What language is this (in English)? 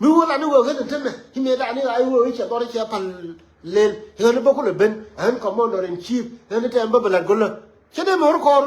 Nuer